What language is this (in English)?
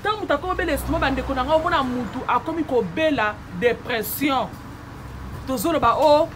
Lingala